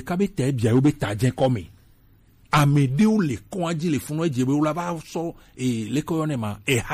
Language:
Gen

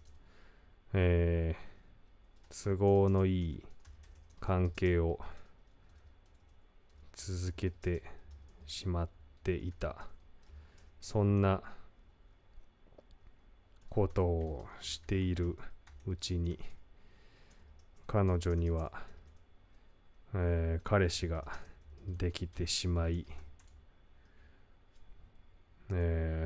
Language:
Japanese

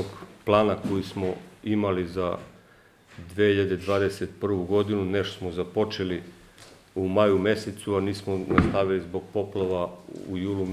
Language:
Serbian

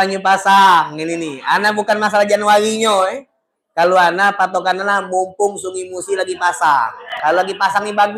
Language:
Musi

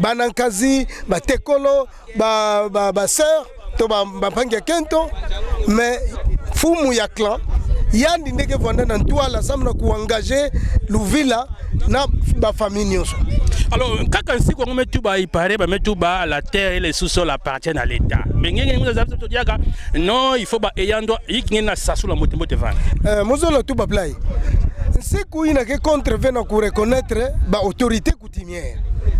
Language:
Kituba (Democratic Republic of Congo)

